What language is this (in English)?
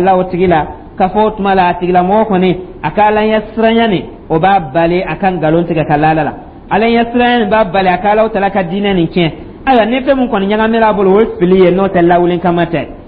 Dyula